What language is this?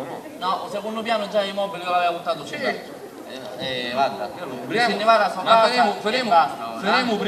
Sicilian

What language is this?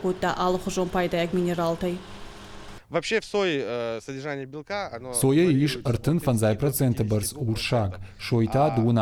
Ossetic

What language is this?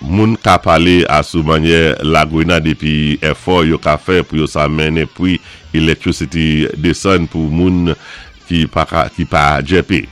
Saint Lucian Creole French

